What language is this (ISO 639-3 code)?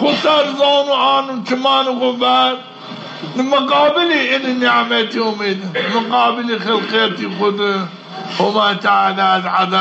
zza